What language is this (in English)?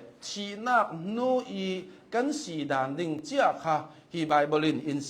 Hakha Chin